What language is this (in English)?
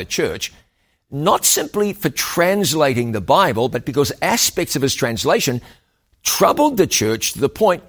English